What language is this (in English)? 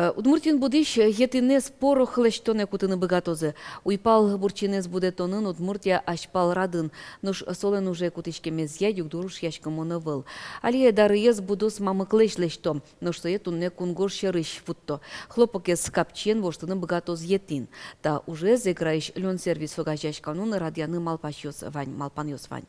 Udmurt